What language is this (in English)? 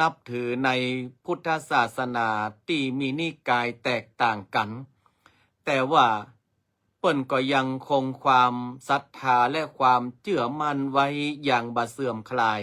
Northern Thai